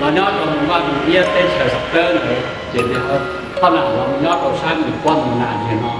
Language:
Hmong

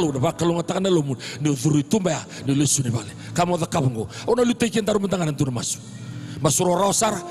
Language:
Fijian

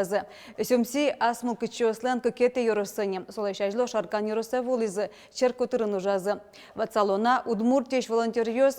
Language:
Udmurt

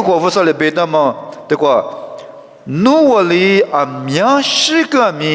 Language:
Lisu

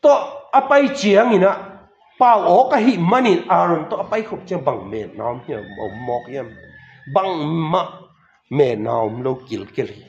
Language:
Tedim Chin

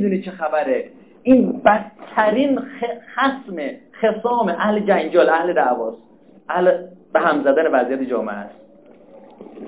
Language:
Persian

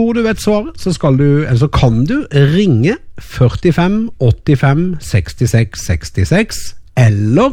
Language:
Norwegian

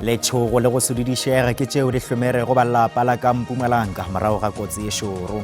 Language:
Northern Sotho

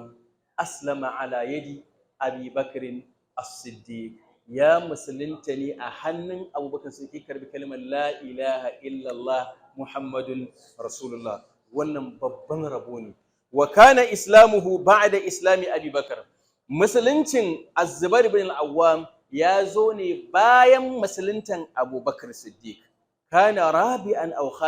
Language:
Hausa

